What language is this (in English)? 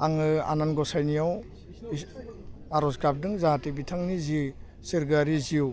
Bodo